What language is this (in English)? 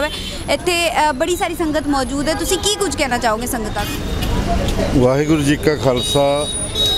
Punjabi